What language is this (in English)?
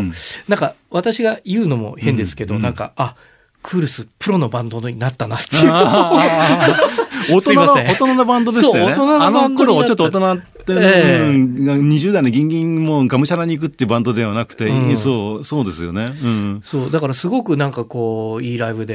Japanese